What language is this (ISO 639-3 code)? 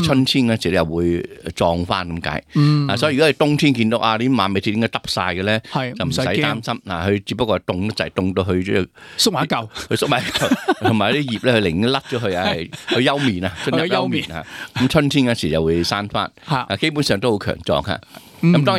yue